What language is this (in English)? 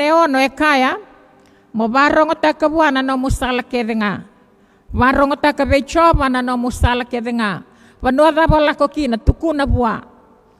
Fijian